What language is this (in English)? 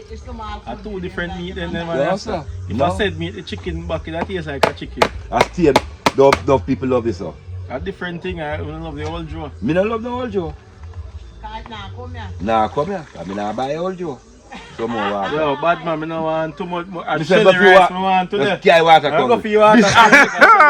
Jamaican Creole English